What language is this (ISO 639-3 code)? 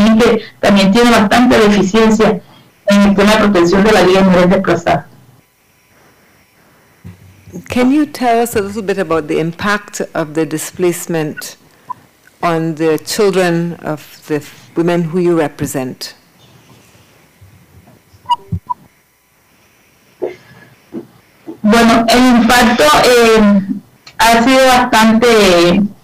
spa